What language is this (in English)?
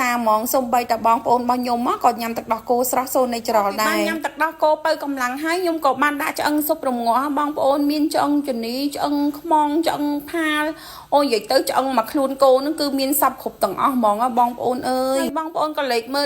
Khmer